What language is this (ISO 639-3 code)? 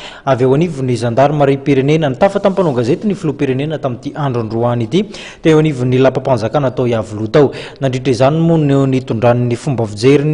mlg